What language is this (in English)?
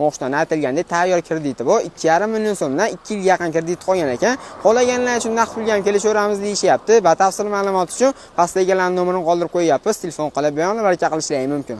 Uzbek